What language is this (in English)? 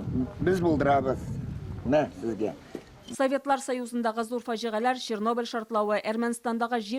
Tatar